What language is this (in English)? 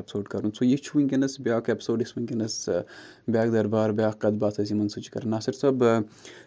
Kashmiri